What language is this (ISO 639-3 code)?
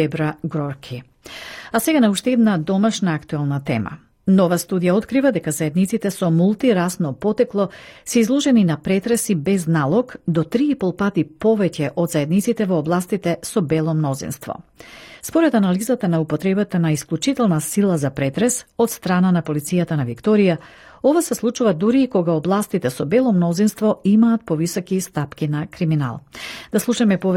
mkd